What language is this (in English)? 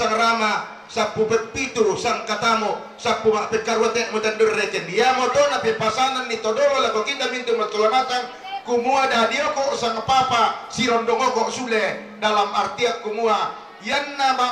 Toraja-Sa'dan